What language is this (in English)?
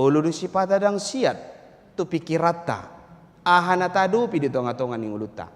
Batak Toba